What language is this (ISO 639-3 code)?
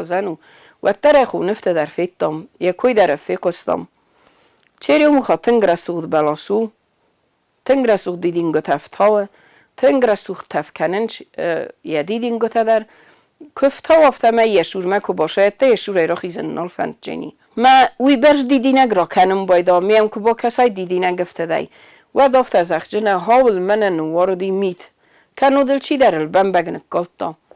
oss